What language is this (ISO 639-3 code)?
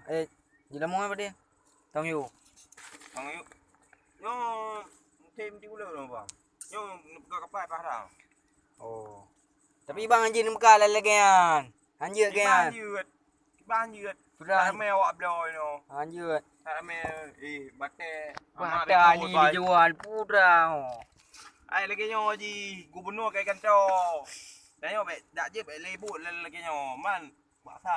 ace